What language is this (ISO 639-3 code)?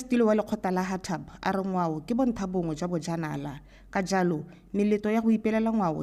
tsn